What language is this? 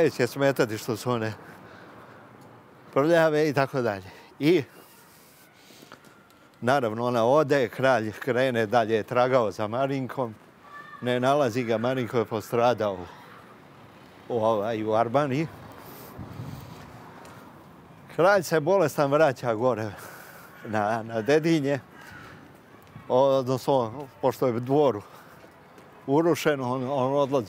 Serbian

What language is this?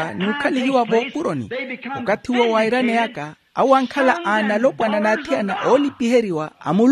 Makhuwa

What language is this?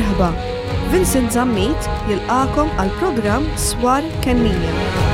Maltese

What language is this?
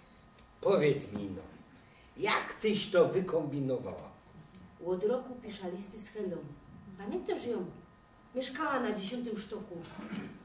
Silesian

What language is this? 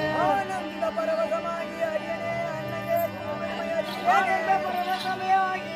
Tamil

